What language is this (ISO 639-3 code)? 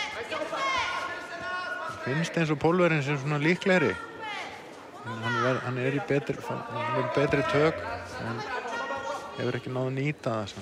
isl